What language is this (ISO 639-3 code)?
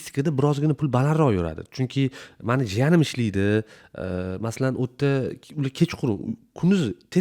uzb